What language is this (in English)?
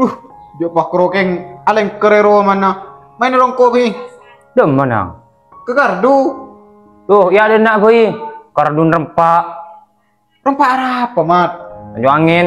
Madurese